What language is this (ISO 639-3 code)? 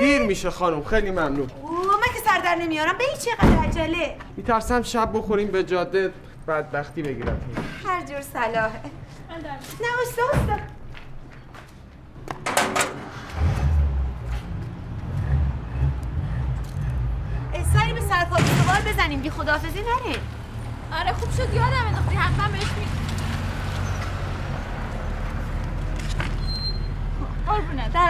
fas